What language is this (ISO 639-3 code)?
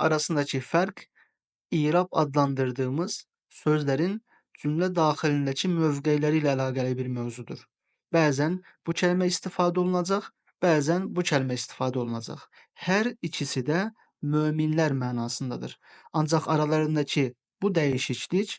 aze